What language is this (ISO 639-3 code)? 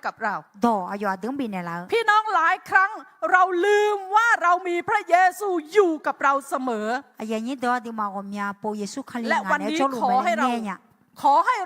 ahk